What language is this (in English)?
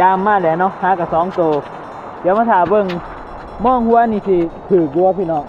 Northeastern Thai